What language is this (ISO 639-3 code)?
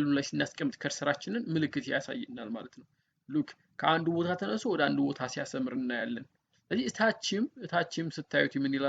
amh